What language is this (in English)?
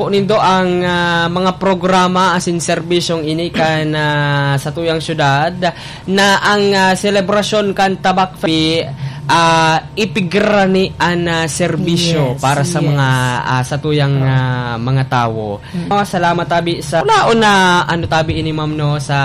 Bikol